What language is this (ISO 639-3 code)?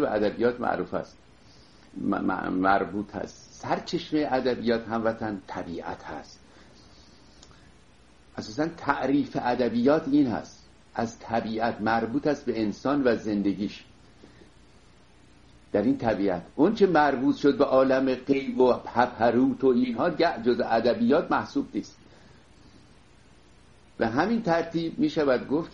fas